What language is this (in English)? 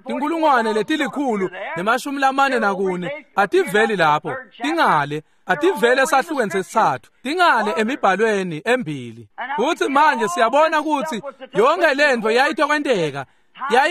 Swati